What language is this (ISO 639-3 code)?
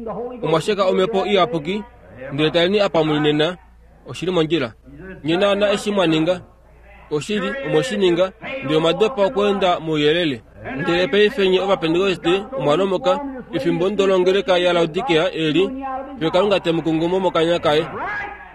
kua